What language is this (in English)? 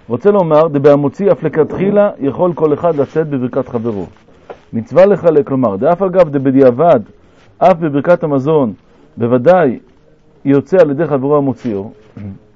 Hebrew